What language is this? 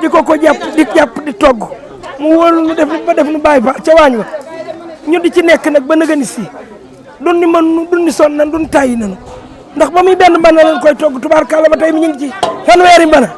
Wolof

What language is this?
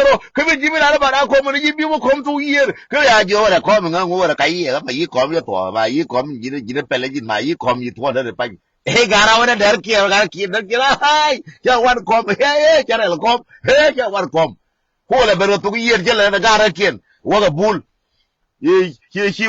Nuer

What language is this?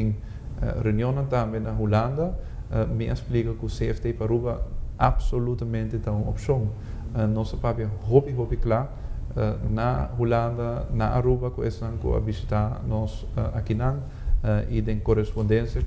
Papiamento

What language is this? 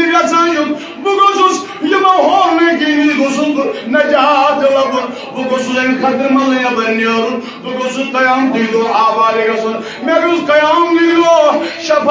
Kashmiri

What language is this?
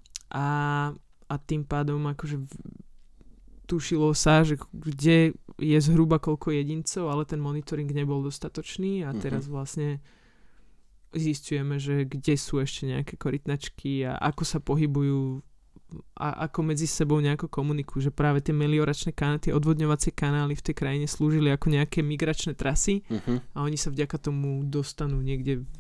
Slovak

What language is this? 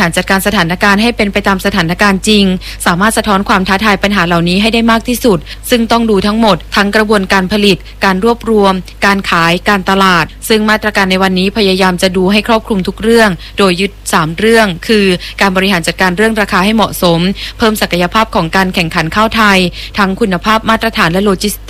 Thai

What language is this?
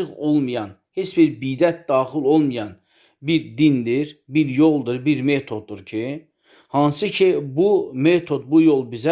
Azerbaijani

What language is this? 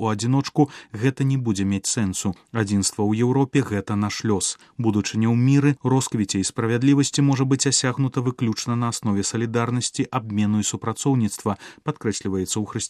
Belarusian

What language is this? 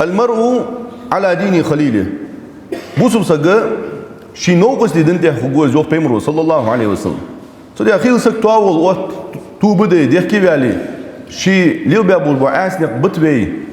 Ingush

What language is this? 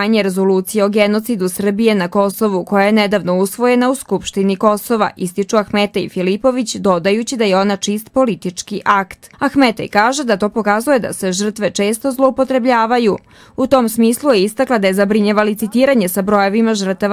Serbian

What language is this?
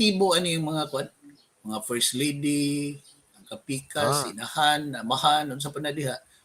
Cebuano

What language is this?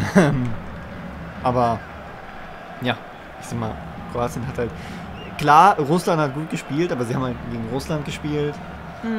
German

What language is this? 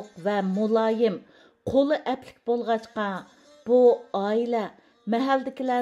Uyghur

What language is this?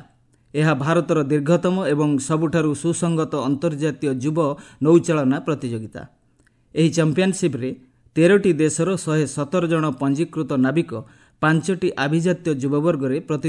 Odia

